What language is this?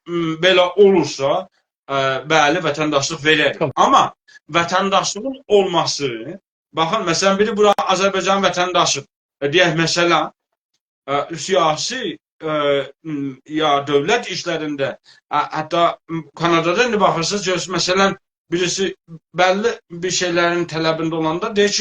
South Azerbaijani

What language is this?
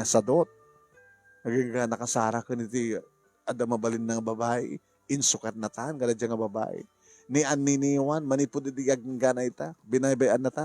Iloko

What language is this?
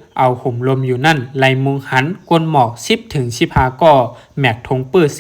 Shan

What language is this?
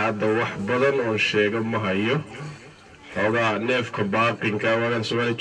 Somali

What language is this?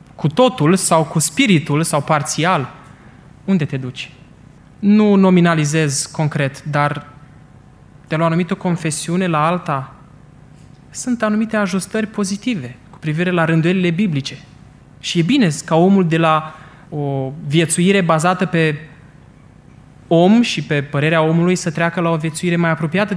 Romanian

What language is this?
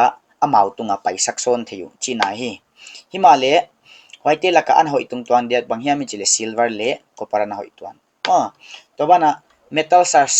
Paite Chin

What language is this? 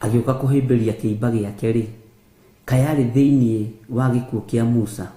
Kikuyu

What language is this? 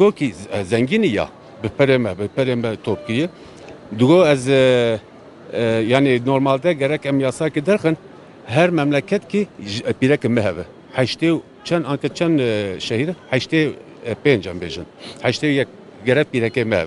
Kurdish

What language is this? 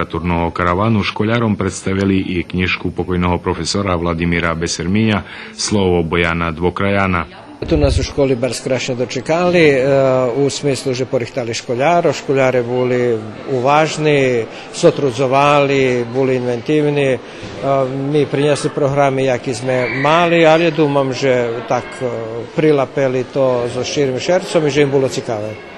Rusyn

